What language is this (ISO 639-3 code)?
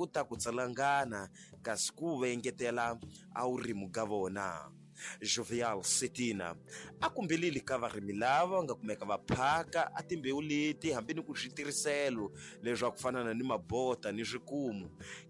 tso